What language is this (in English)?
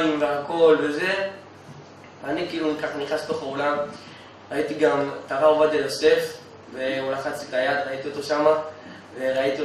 Hebrew